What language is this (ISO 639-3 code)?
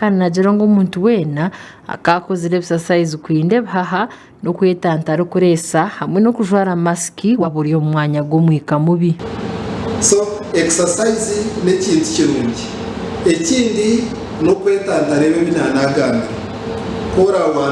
nyn